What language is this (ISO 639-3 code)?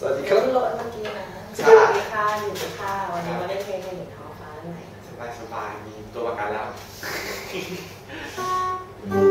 tha